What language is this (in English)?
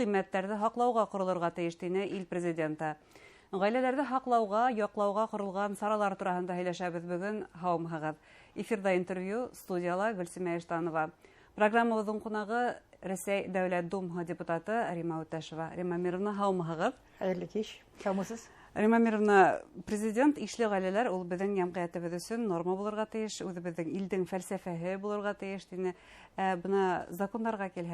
Bashkir